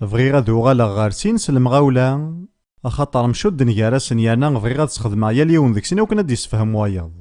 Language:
Kabyle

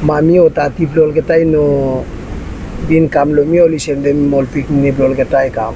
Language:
Bislama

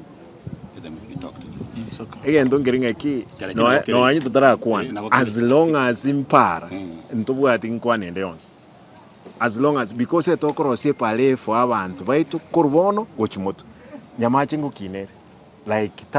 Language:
Gusii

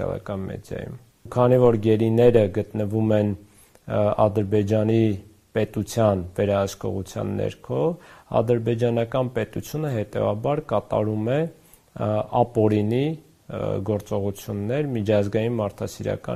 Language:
Armenian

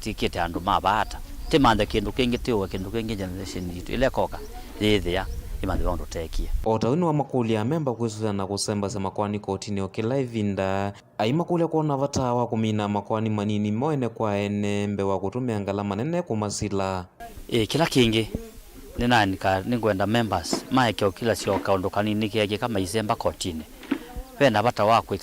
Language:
Kamba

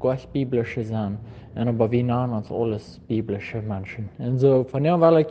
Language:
Plautdietsch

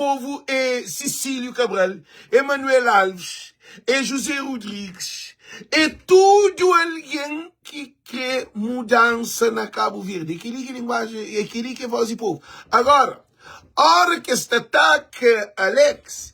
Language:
Kabuverdianu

